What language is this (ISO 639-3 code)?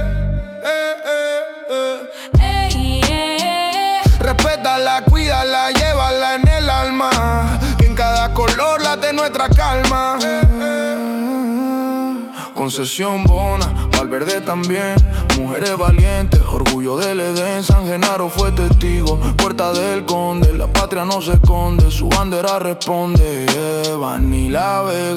spa